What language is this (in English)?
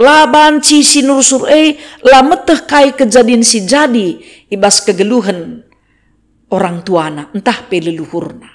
Batak Karo